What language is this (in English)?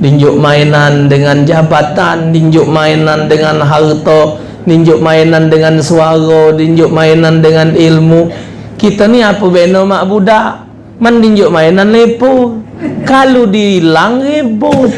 Musi